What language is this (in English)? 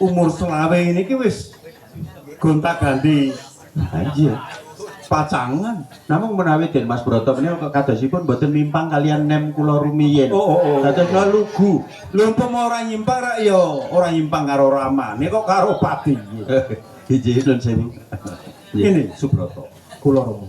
Javanese